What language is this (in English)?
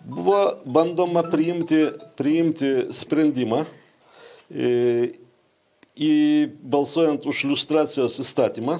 Lithuanian